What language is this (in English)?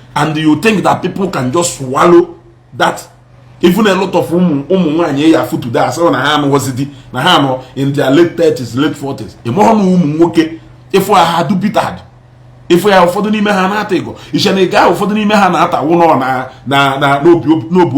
Igbo